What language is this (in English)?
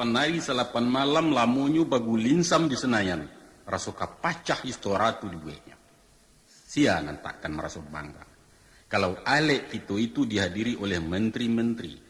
Minangkabau